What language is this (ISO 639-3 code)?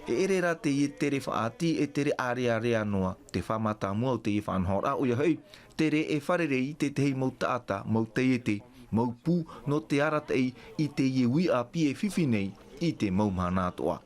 tah